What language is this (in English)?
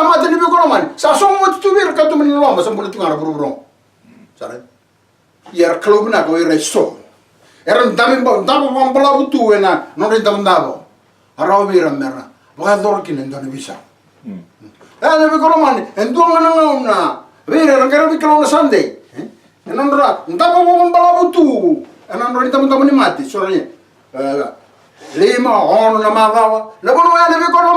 Fijian